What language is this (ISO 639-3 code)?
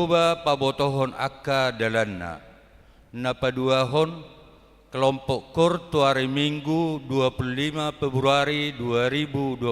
bbc